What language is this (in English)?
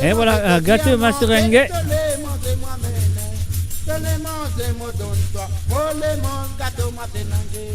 Morisyen